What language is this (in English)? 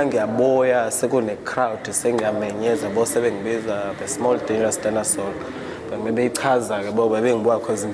Zulu